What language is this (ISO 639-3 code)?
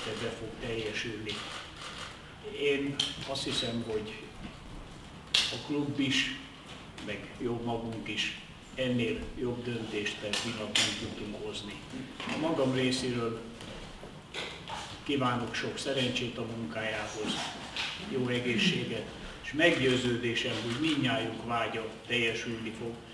hun